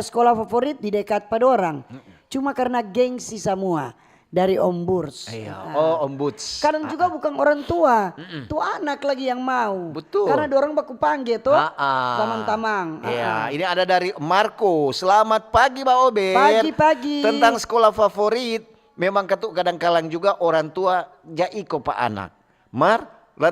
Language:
Manado Malay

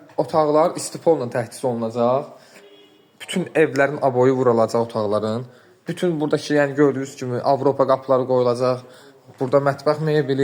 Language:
Azerbaijani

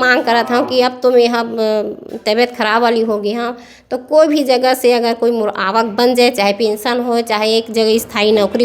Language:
Chhattisgarhi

